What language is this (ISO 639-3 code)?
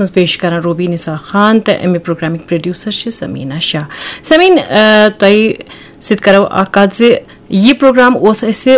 kas